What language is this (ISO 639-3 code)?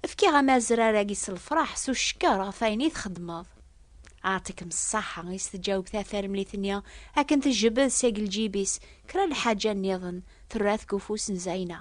kab